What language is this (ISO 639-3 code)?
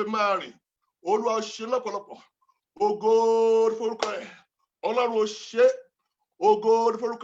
yor